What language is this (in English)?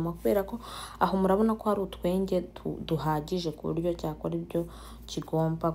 Kinyarwanda